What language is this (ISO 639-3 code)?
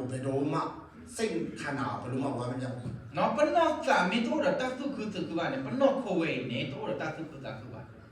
ksw